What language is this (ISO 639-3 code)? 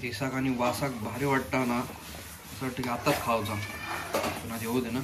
kok